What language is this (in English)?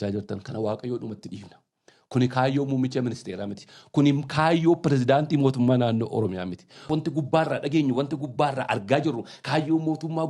Oromo